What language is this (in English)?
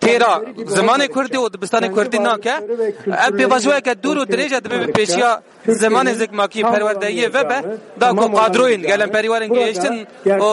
Kurdish